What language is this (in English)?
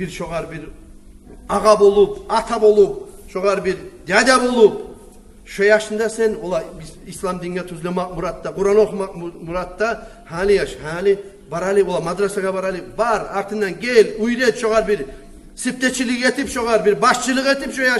Kumyk